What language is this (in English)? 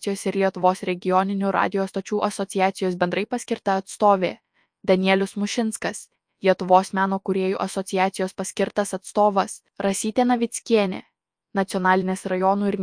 Lithuanian